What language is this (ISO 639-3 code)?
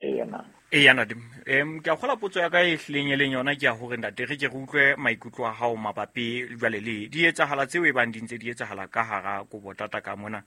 sot